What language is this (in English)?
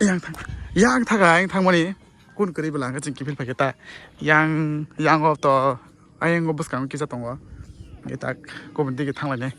Kok Borok